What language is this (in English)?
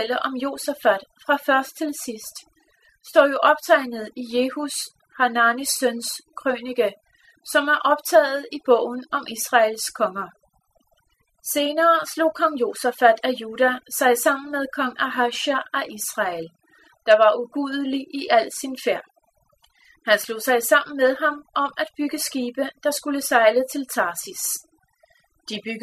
Danish